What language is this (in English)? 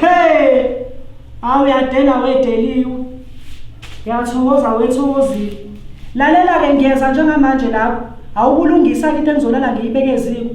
Zulu